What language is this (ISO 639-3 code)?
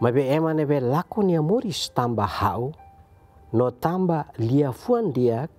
tet